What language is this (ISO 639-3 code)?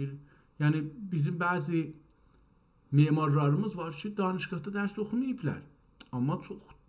azb